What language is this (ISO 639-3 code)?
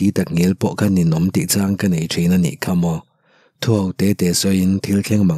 lus